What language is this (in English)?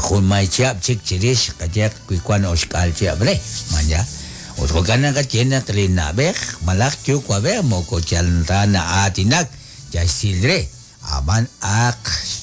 Kekchí